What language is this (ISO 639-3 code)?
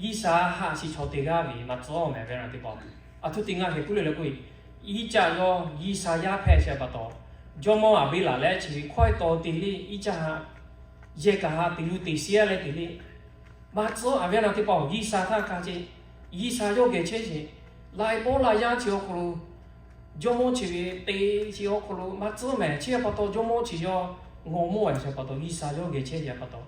lhu